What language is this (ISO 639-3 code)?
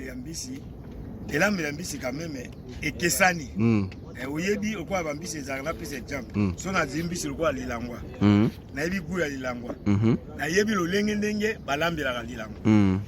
lin